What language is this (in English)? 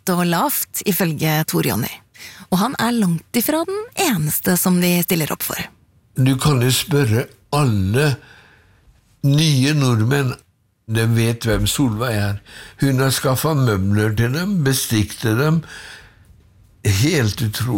Norwegian